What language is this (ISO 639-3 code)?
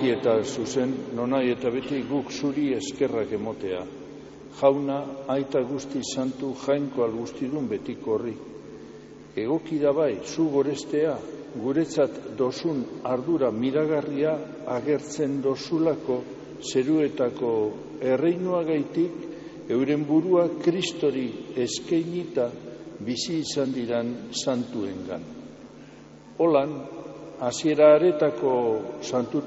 eus